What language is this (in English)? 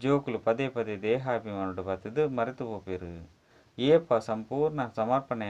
Tulu